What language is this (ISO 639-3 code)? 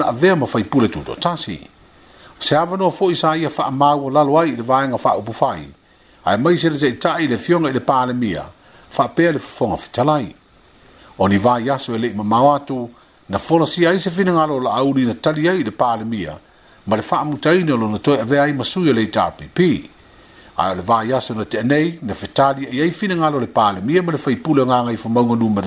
smo